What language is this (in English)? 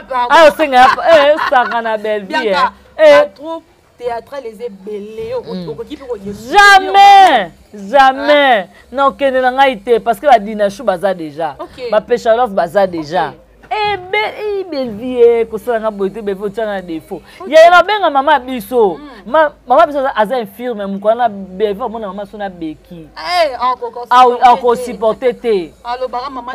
Lingala